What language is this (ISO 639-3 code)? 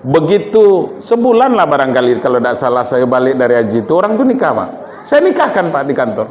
min